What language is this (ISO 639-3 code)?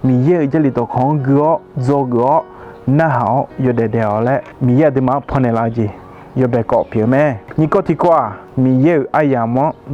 ahk